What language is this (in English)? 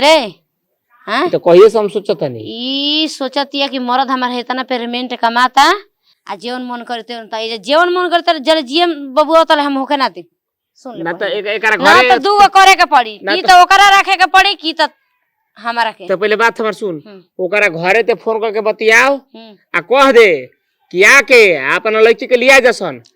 Bhojpuri